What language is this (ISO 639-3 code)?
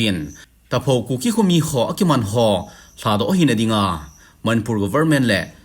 tcz